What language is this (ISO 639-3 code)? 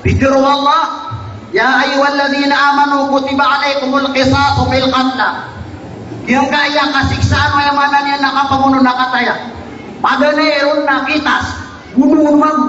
mrw